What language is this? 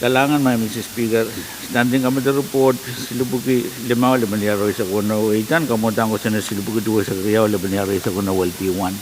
Pohnpeian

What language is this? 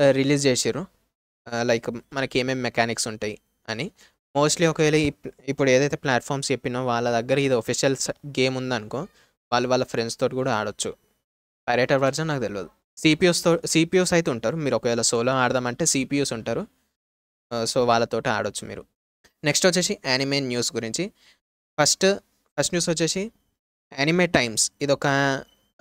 Telugu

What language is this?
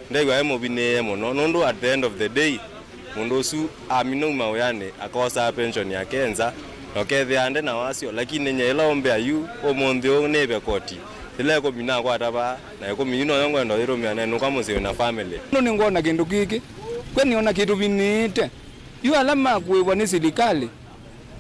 Kamba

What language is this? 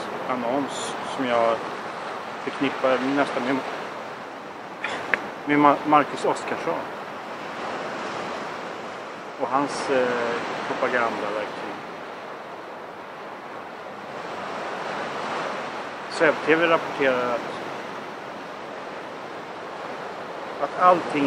Swedish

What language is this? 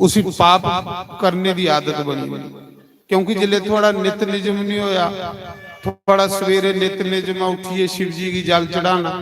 Dogri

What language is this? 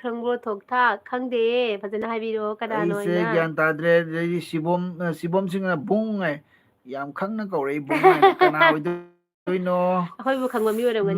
Manipuri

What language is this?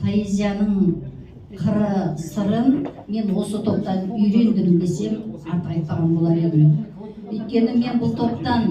Kazakh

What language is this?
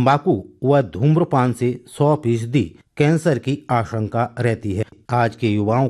Hindi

